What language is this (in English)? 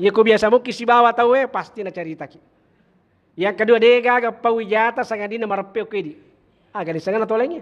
Buginese